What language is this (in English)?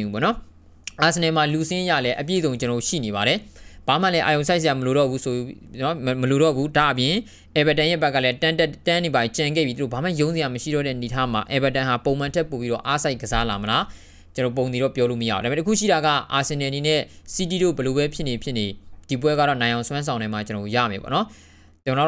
Burmese